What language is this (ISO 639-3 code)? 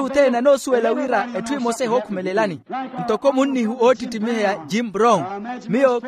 vmw